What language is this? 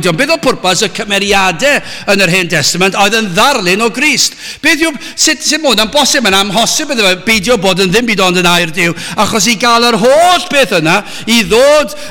Welsh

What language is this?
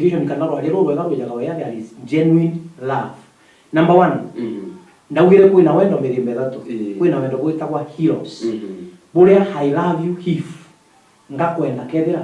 Meru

